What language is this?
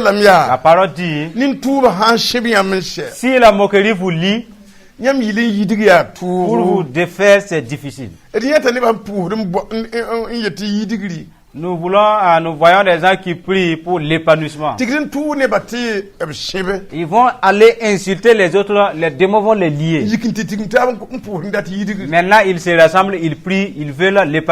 Mossi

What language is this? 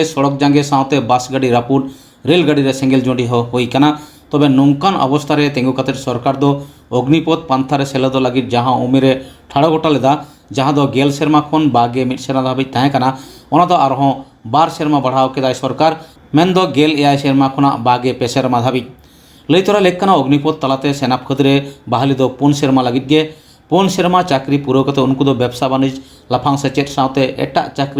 Santali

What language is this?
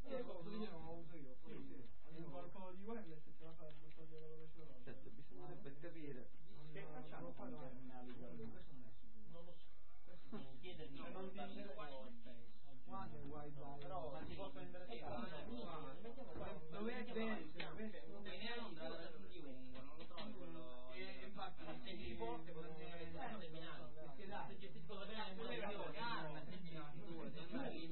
Italian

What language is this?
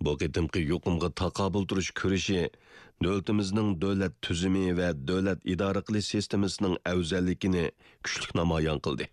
Uyghur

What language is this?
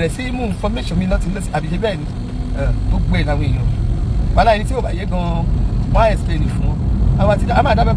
Yoruba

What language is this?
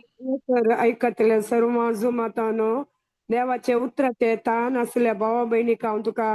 Konkani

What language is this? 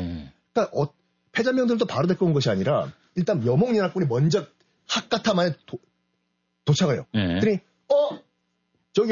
Korean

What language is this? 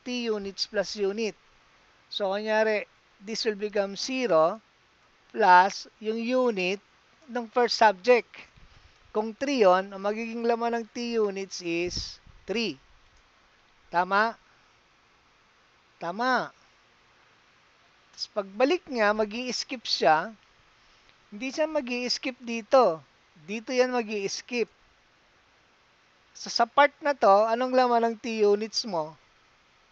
Filipino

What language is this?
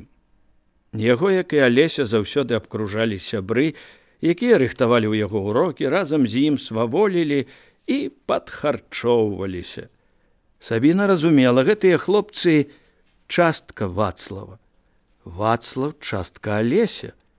Belarusian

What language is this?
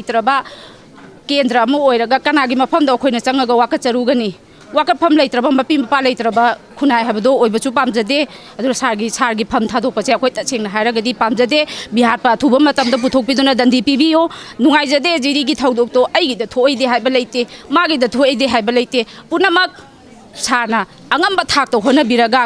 Manipuri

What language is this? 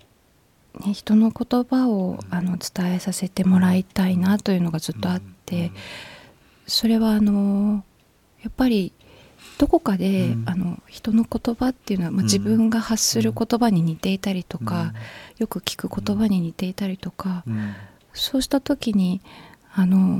Japanese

